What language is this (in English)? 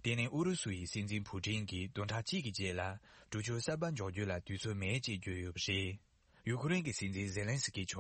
Tibetan